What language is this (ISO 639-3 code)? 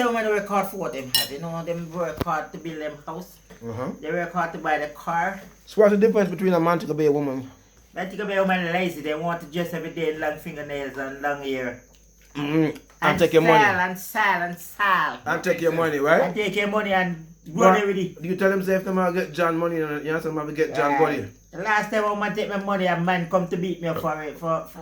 jam